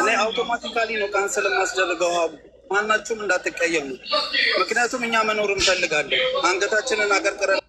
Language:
Amharic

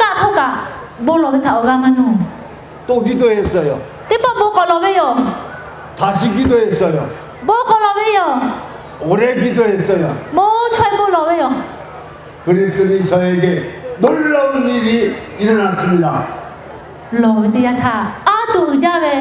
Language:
Lahu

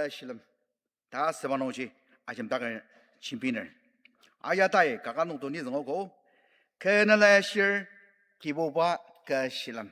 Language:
Ao Naga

